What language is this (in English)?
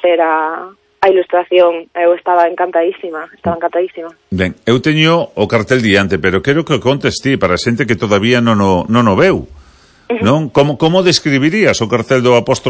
Galician